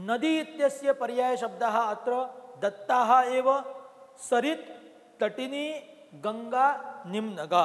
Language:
Sanskrit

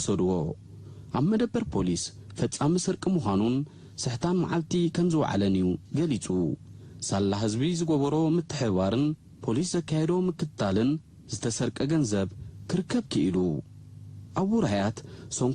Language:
Tigrinya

